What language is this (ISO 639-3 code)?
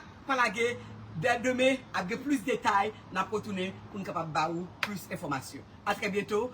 hat